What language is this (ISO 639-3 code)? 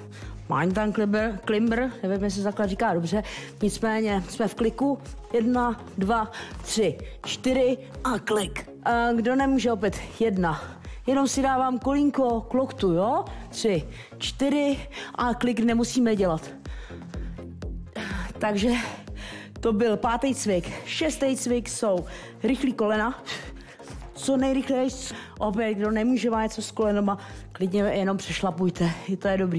ces